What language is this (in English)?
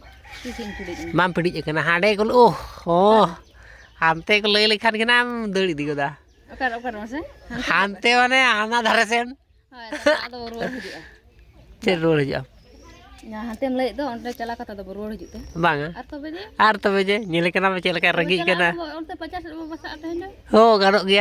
Santali